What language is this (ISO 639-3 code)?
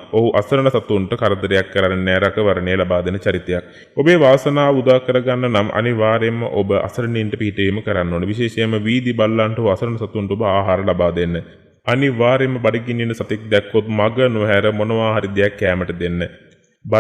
sin